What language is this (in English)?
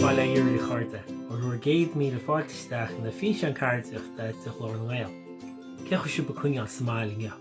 Irish